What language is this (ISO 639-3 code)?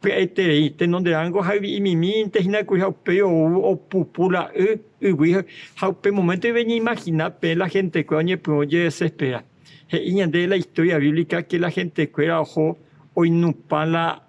grn